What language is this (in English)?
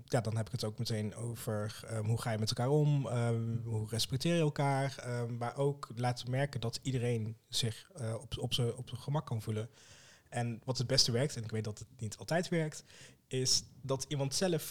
Dutch